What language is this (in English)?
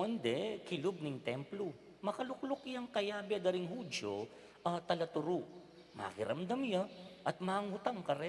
Pampanga